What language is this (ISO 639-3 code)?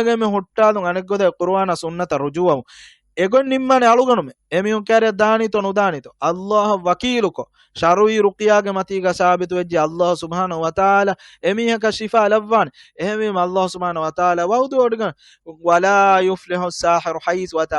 div